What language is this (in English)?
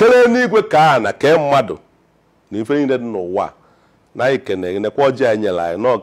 Igbo